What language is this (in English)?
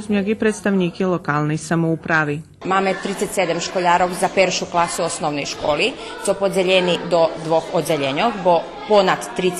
Rusyn